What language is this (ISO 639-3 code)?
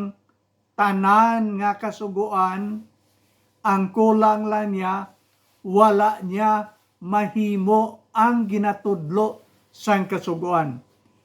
hil